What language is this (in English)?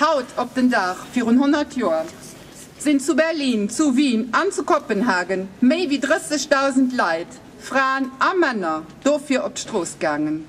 Luxembourgish